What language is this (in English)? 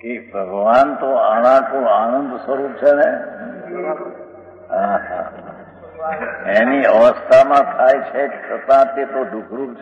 Gujarati